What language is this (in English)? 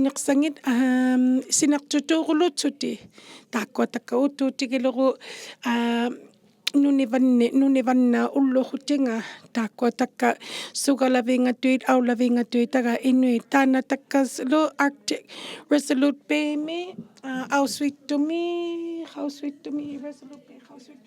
Inuktitut